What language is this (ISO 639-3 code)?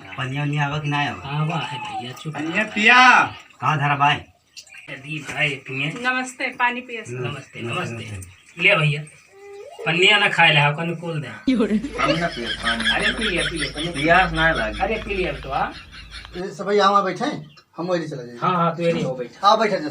awa